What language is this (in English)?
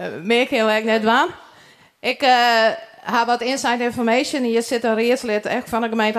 Western Frisian